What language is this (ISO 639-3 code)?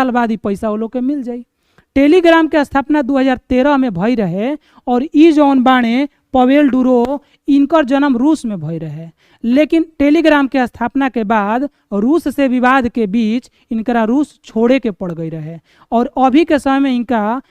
bho